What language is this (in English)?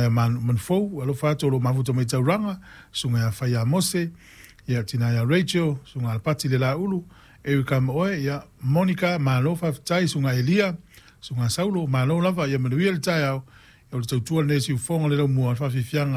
Samoan